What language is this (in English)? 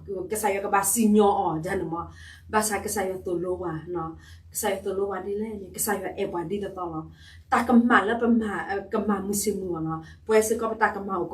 S'gaw Karen